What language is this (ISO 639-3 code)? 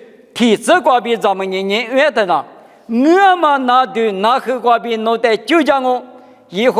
lis